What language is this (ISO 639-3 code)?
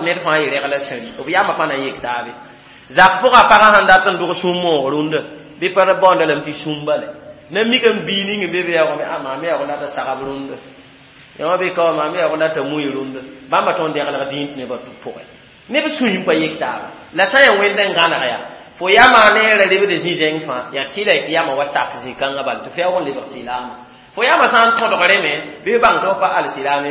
mos